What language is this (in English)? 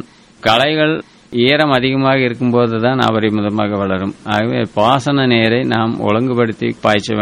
Tamil